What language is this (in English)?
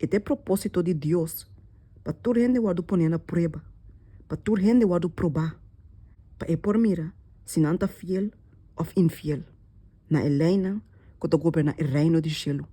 Papiamento